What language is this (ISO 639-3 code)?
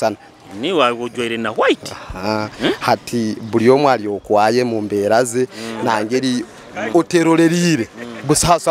nyo